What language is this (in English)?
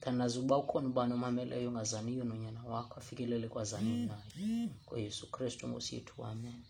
Xhosa